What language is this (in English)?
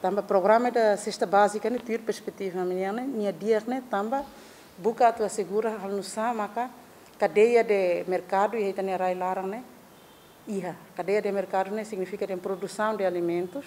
Tetum